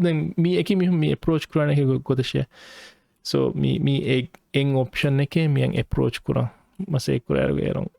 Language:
Divehi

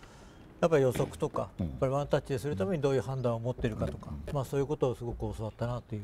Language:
Japanese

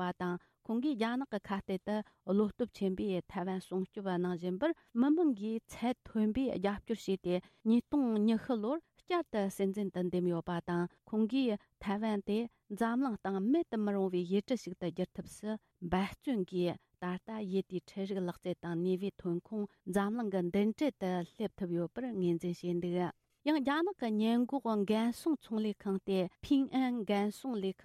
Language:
Tibetan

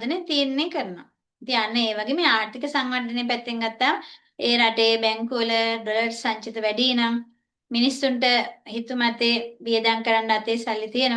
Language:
Sinhala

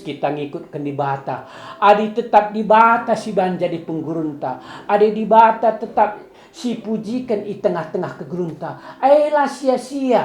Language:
Batak Karo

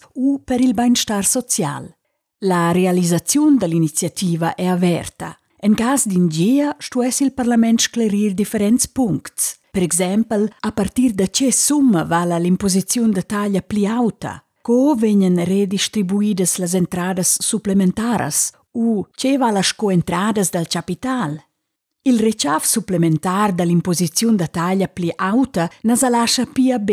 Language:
Romansh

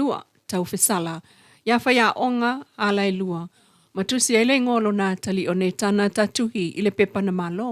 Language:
Samoan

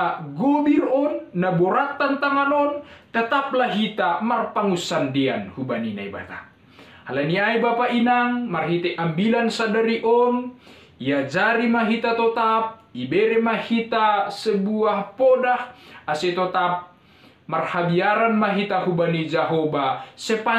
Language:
Batak Simalungun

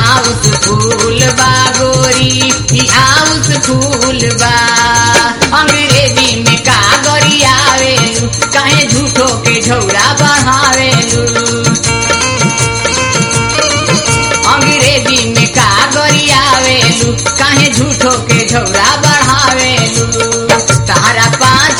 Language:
Bhojpuri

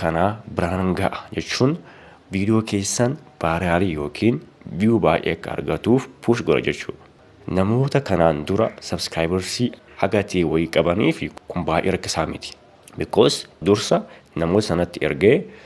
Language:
Oromo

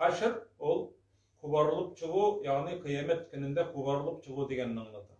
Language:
Tatar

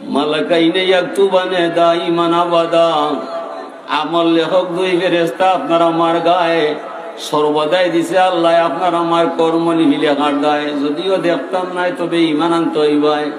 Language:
Sylheti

